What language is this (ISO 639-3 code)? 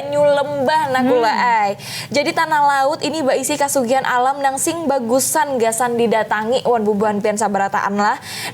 bjn